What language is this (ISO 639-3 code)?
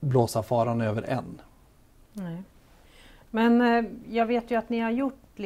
swe